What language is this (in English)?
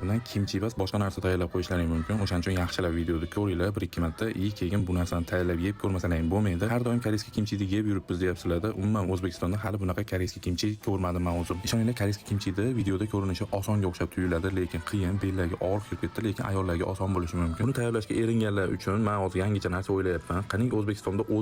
Uzbek